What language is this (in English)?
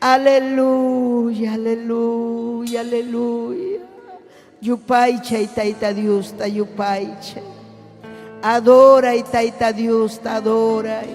Ayacucho Quechua